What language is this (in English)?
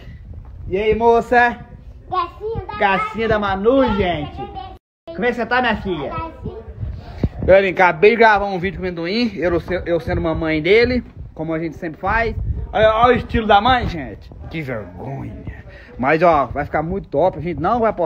Portuguese